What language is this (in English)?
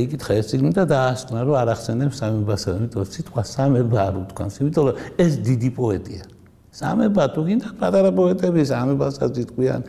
Georgian